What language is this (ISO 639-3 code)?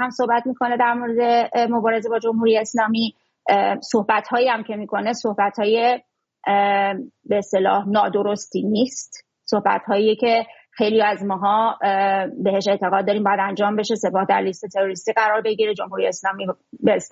fas